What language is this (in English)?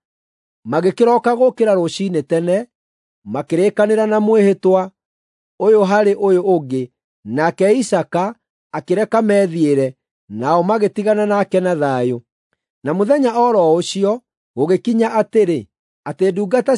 Kikuyu